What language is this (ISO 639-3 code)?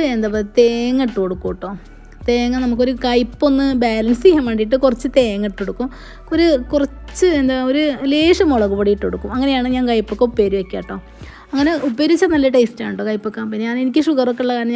mal